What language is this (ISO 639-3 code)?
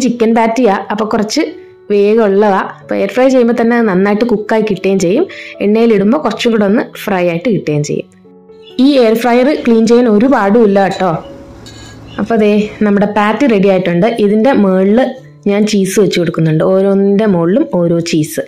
mal